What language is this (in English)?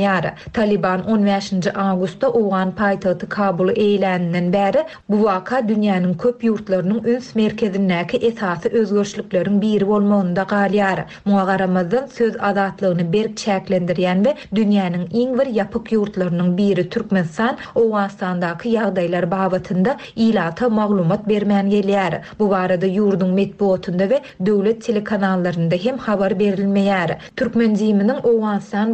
Turkmen